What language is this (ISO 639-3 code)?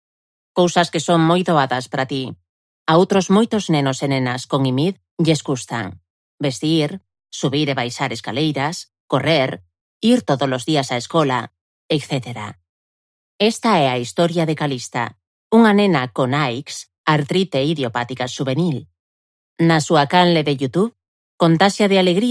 glg